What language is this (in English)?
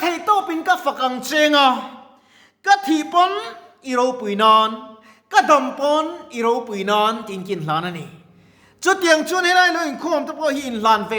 Mizo